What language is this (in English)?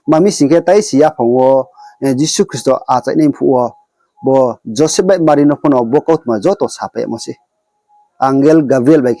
Riang (India)